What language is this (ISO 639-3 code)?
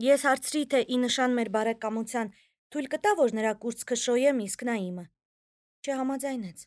hye